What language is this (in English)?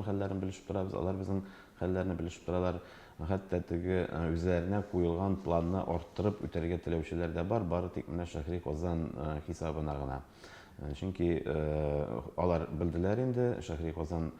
Tatar